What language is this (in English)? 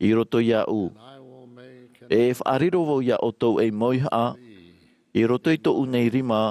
Tahitian